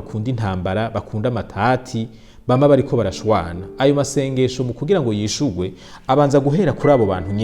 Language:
Rundi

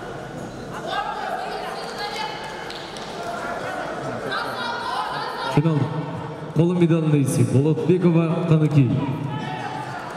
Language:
Kazakh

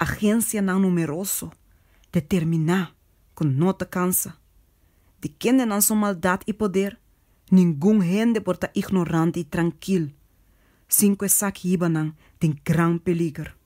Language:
Papiamento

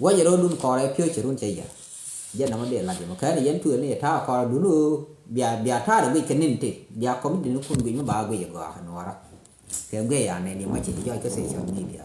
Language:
Nuer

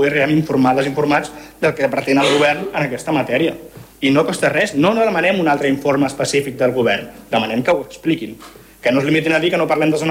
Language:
Catalan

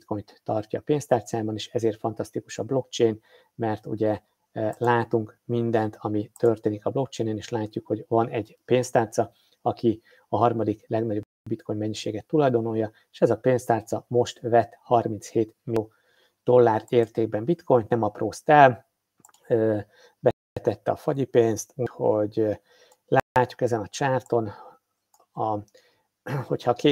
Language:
Hungarian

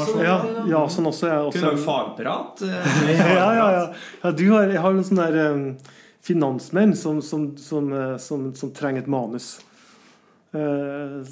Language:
Norwegian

